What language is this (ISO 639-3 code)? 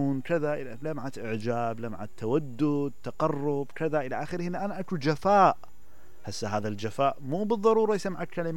acm